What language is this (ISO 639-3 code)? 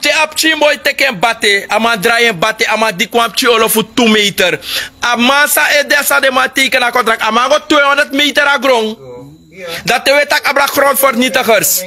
srn